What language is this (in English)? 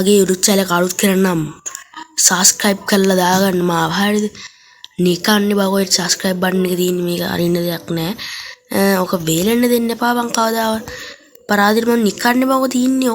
Sinhala